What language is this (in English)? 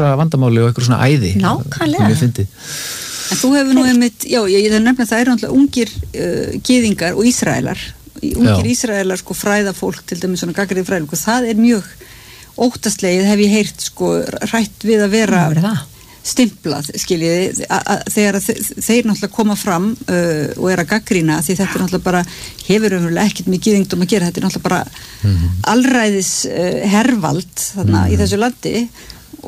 Icelandic